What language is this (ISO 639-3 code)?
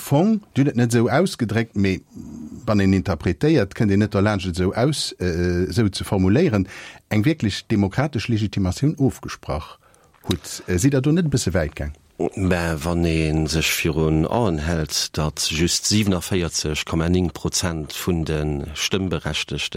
ltz